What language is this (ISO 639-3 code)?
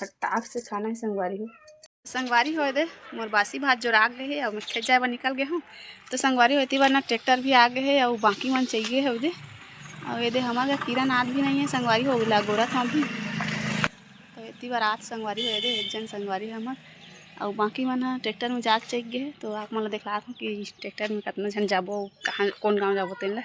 hne